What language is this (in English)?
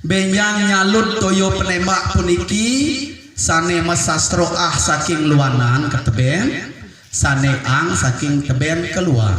Balinese